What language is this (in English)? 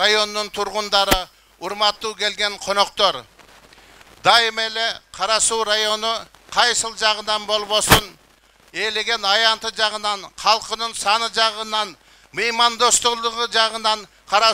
Kyrgyz